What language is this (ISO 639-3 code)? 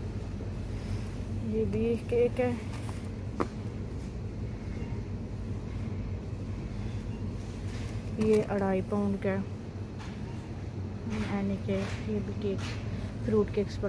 hin